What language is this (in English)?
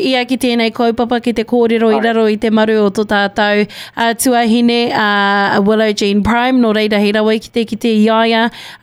Māori